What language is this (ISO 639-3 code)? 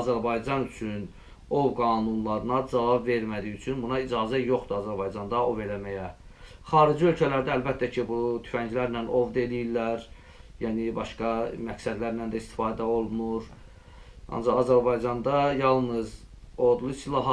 aze